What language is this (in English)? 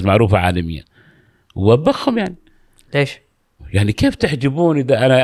Gulf Arabic